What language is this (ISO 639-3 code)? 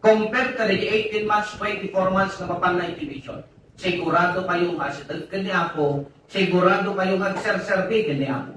ilo